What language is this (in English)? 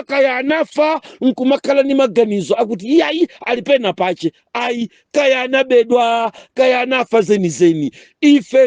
Nyanja